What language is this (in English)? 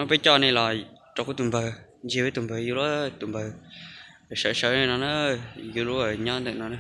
Hmong